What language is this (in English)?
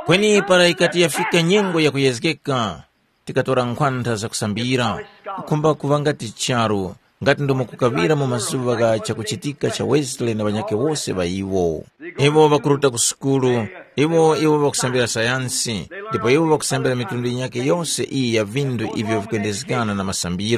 Tumbuka